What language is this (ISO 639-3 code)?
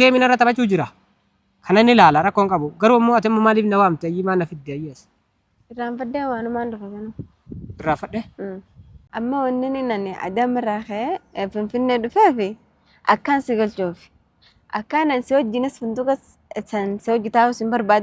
orm